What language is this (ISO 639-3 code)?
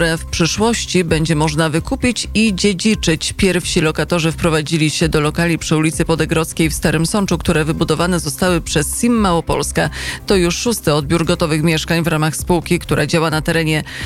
pol